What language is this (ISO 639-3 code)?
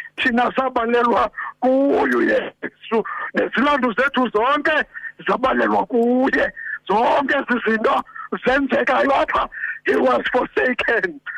xho